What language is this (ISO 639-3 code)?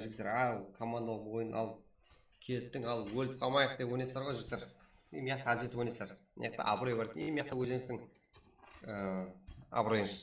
kaa